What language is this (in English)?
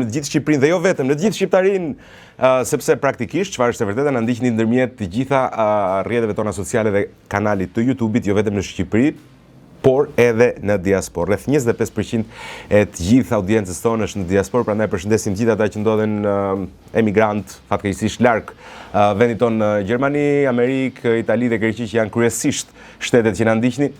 Albanian